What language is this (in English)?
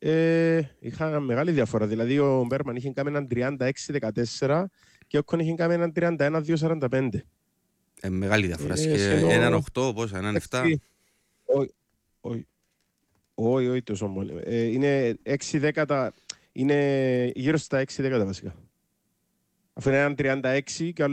Greek